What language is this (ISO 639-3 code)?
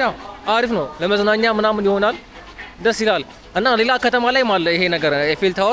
amh